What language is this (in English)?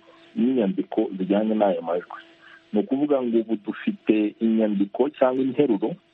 Kinyarwanda